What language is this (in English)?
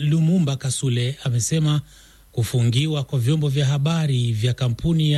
Swahili